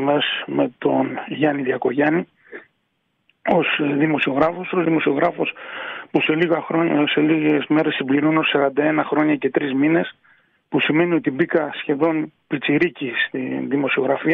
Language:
Greek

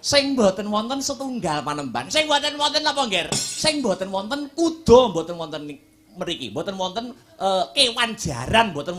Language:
Javanese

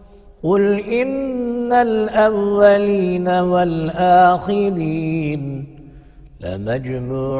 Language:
Arabic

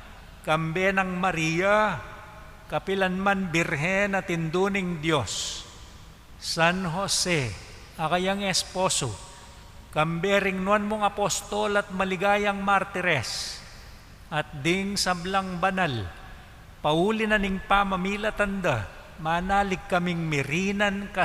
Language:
Pampanga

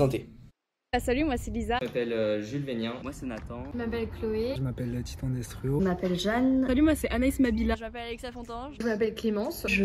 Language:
French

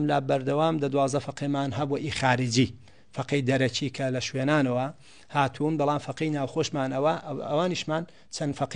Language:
Central Kurdish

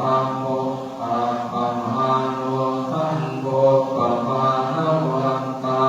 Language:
Pali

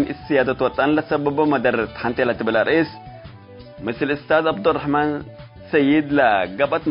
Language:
Tigre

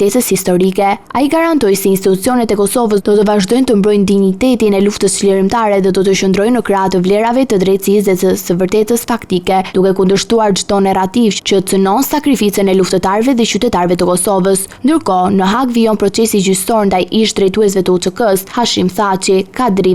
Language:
Albanian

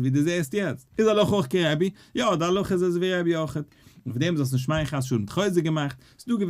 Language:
Yiddish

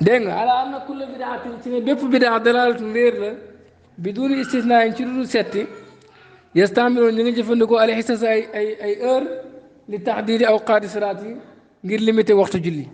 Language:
Wolof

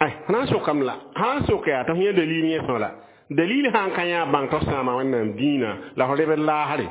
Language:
Mossi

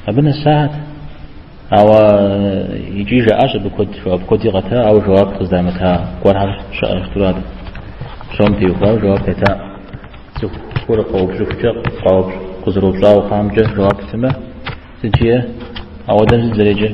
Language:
Kabardian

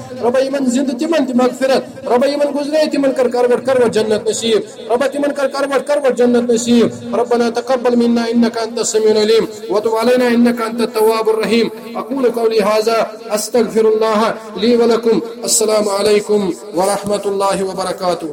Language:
Kashmiri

